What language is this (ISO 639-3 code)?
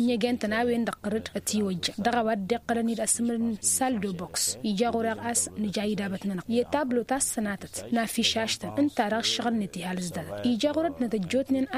taq